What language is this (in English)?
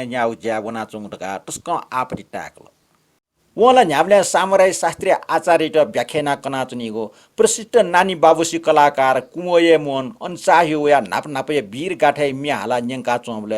Newari